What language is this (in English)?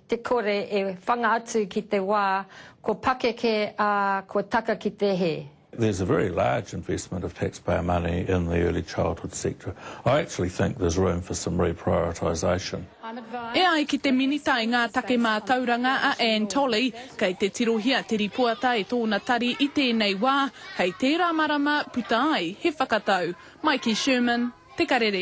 Māori